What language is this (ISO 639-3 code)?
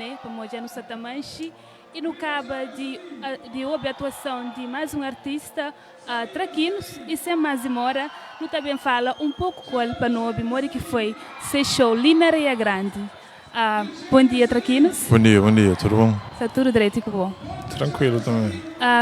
kea